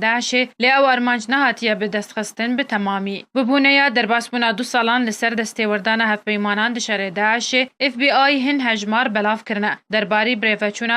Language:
Kurdish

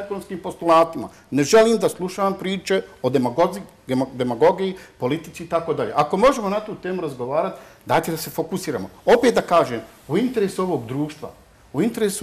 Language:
Bosnian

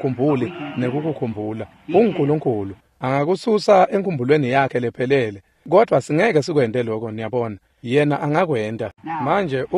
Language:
Swati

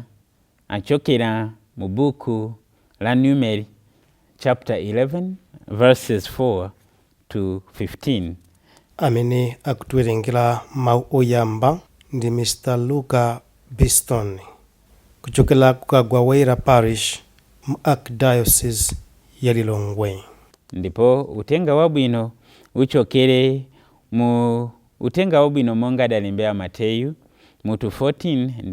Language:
Nyanja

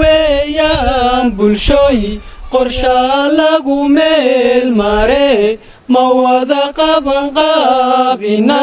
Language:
Somali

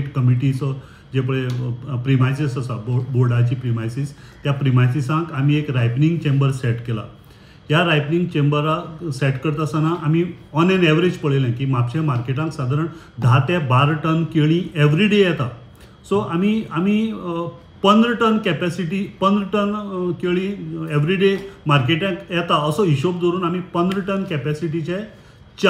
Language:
Konkani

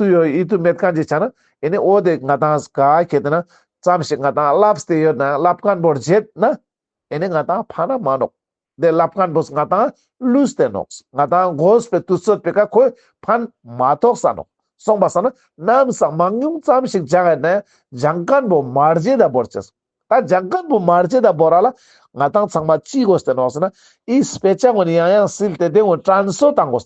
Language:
Ladakhi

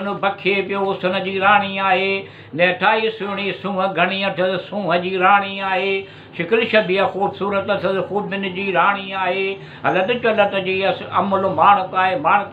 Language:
Sindhi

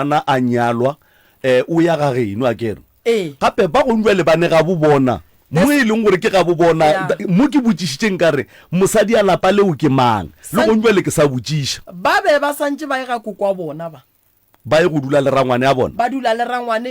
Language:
Northern Sotho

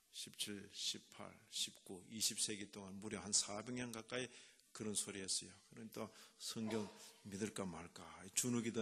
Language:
Korean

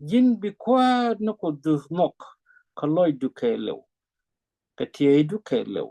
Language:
Nuer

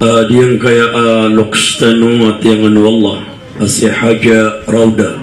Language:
Maranao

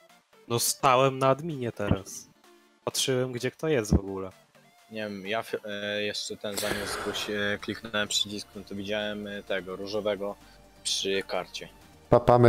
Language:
Polish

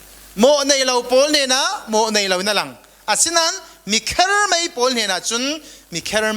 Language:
Falam Chin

